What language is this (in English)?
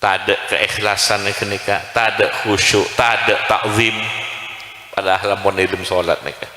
Madurese